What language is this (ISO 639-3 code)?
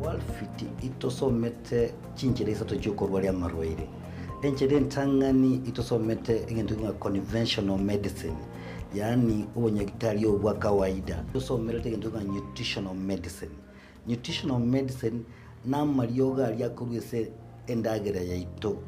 guz